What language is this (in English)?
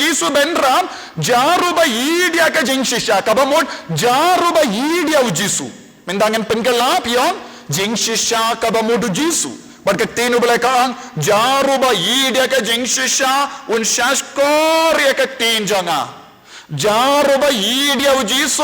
Khasi